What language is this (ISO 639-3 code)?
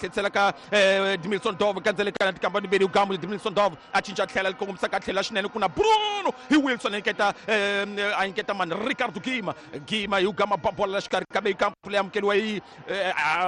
tso